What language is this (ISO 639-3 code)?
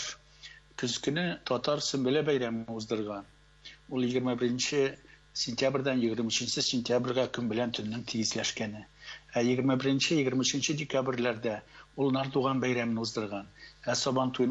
tat